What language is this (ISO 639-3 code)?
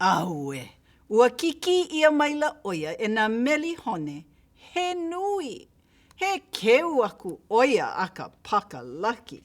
haw